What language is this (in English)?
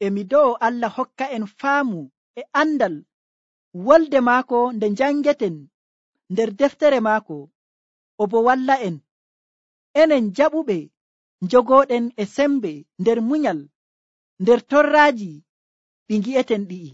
Nigerian Fulfulde